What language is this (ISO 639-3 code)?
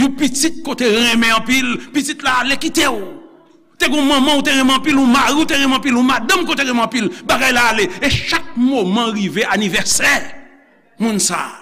hat